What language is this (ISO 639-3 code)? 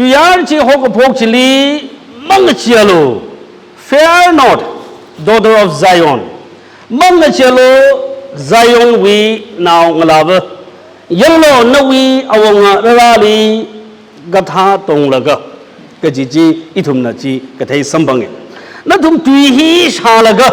nmf